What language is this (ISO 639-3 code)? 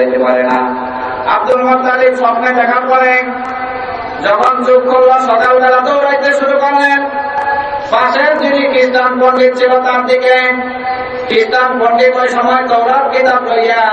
ben